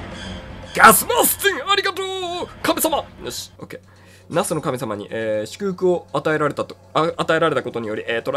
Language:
Japanese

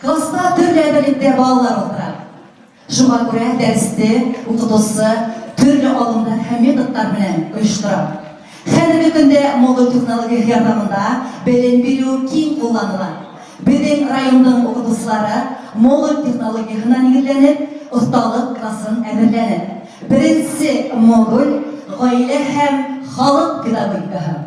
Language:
Bashkir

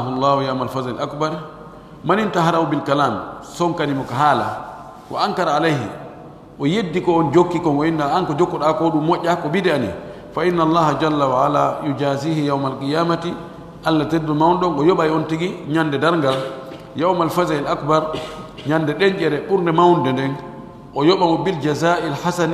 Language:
Pular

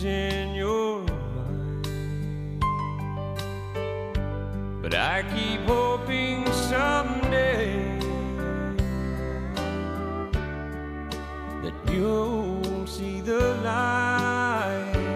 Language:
English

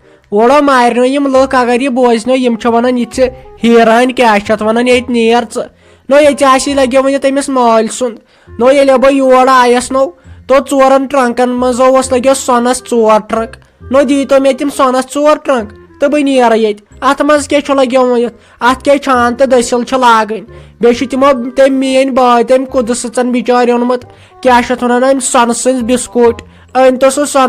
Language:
Kashmiri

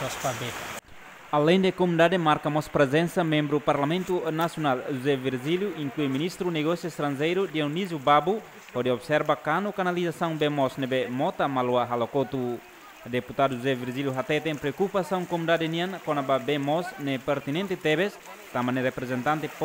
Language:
Tetum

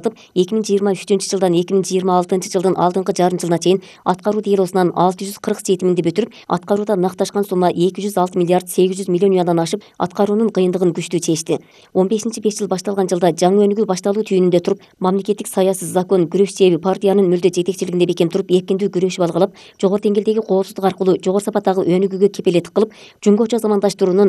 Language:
Kyrgyz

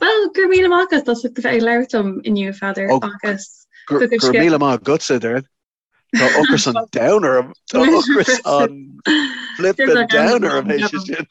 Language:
Irish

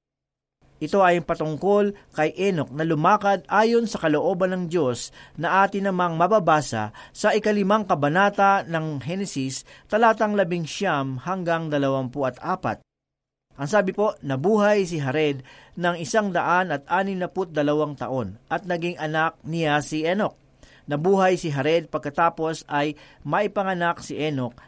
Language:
Filipino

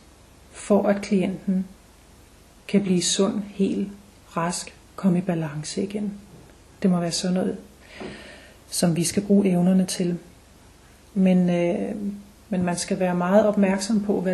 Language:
Danish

